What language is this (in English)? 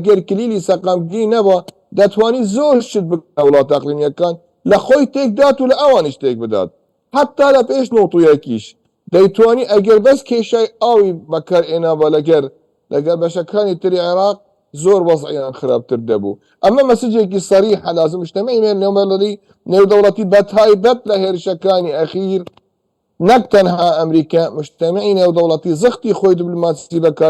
Central Kurdish